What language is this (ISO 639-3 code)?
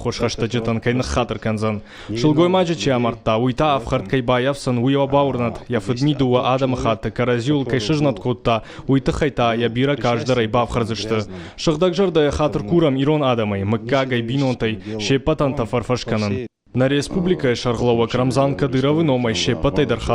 oss